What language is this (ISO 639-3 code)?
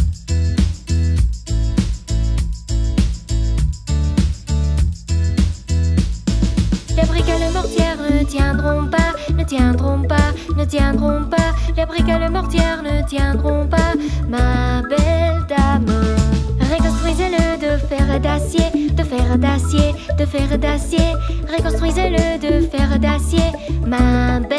fra